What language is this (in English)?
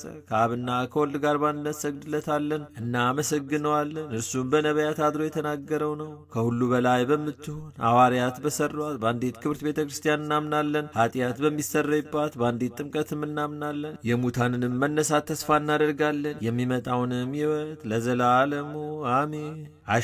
Amharic